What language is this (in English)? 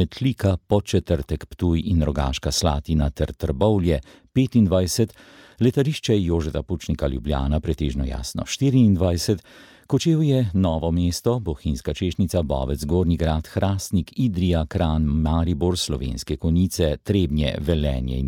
Slovenian